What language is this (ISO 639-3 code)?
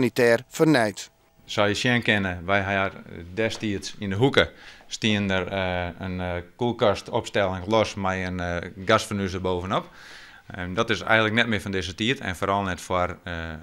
fry